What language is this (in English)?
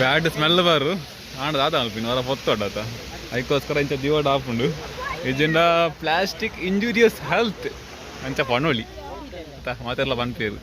Tulu